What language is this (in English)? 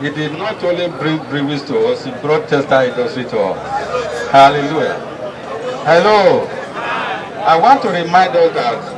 Nigerian Pidgin